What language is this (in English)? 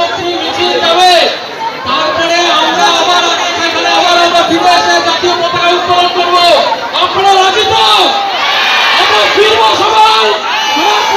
Bangla